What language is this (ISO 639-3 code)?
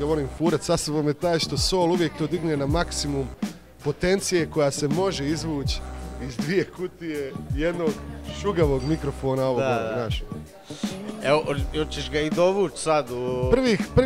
hrv